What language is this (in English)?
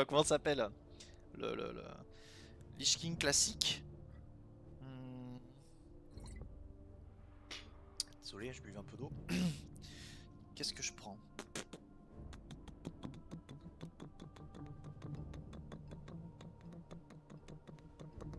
French